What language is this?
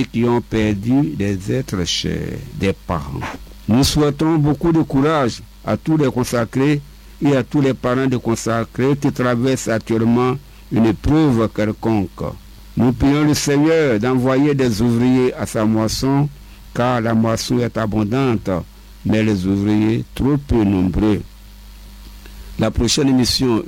French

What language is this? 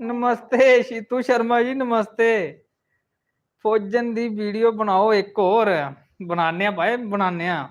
Dogri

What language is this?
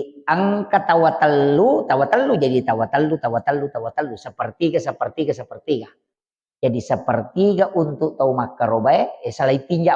Buginese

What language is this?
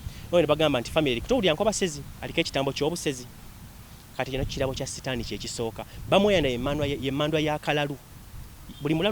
Ganda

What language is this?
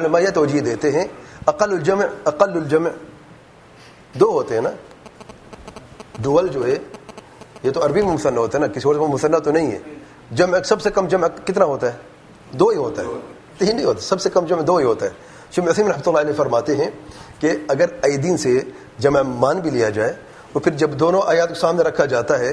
Urdu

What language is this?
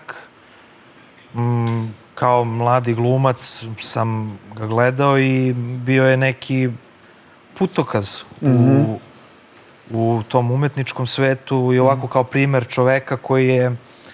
Serbian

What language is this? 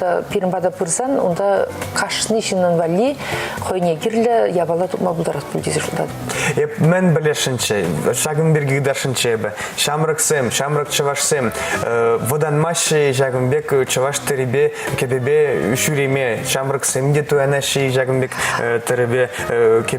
Chuvash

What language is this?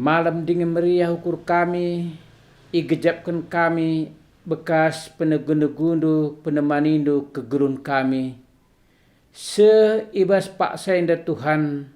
Batak Karo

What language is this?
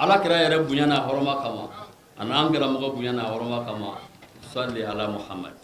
Bambara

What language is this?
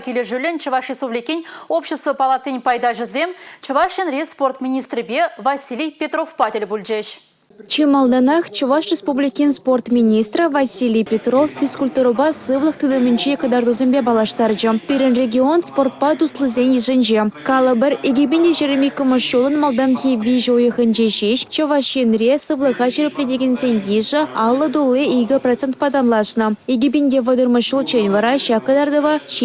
Chuvash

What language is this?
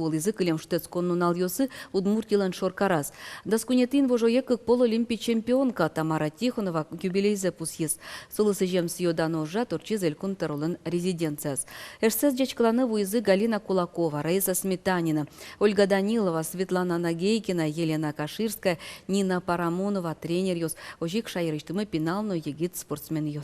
Udmurt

